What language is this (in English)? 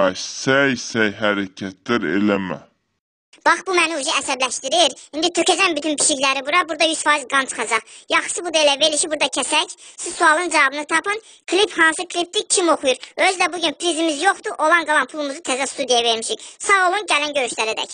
Azerbaijani